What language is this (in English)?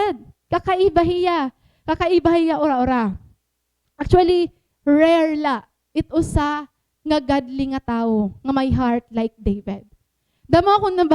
Waray